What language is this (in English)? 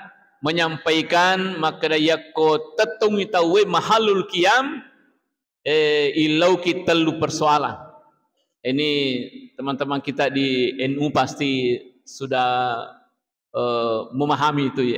Buginese